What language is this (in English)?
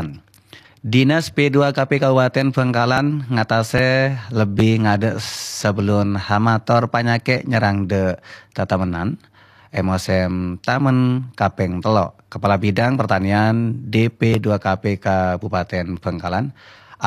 Madurese